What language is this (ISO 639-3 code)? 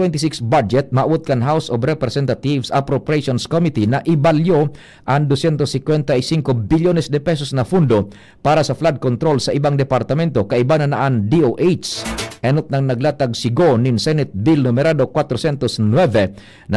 bik